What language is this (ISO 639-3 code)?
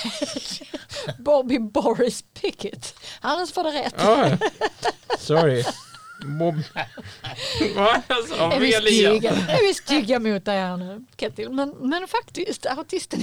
swe